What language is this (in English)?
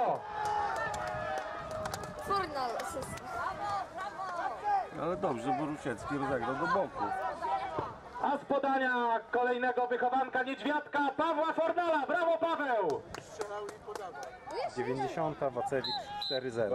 Polish